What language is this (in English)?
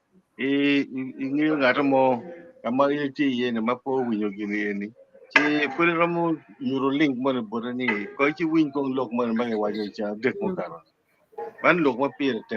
Acoli